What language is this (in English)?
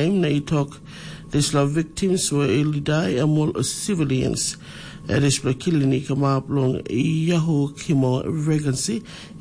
Tok Pisin